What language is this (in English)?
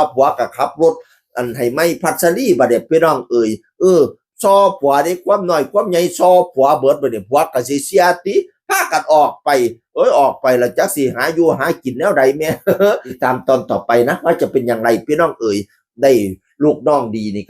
Northeastern Thai